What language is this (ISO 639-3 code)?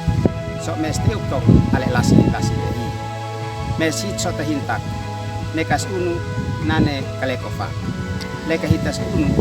aoz